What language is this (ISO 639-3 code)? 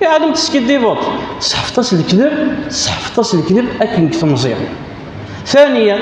kab